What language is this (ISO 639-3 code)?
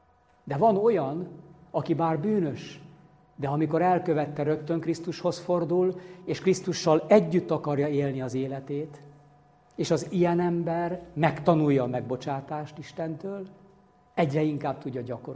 hun